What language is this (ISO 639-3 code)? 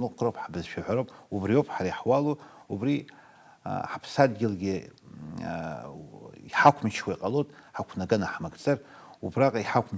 abk